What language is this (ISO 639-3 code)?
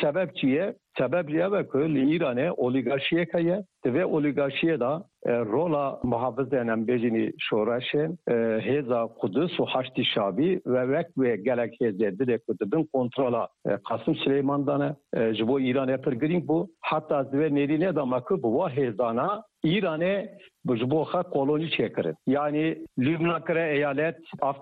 kur